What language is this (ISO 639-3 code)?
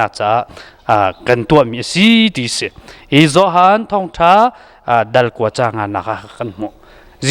cnh